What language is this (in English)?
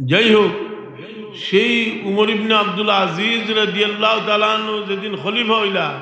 Sylheti